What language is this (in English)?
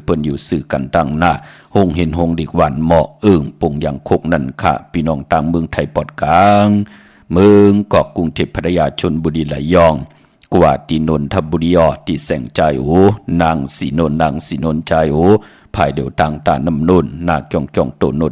Shan